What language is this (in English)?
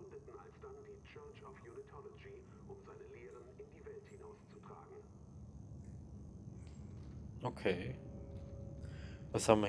German